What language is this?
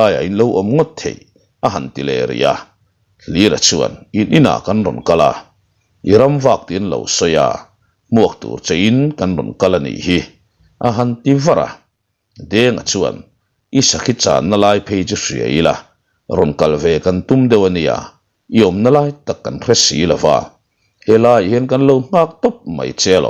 Mizo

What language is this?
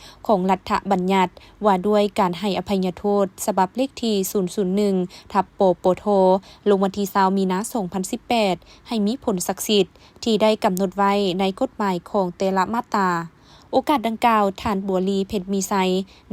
Lao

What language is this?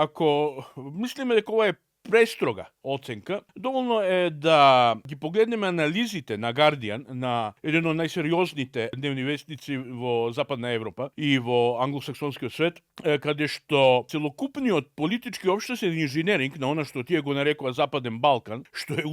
Macedonian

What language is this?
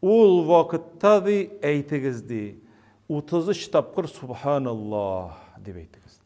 Tatar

